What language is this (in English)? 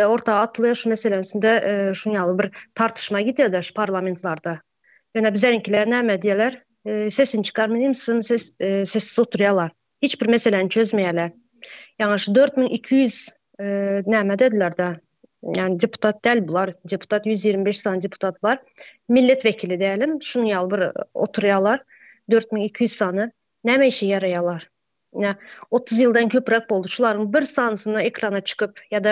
Turkmen